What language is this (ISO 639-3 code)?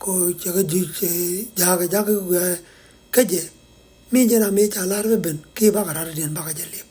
nus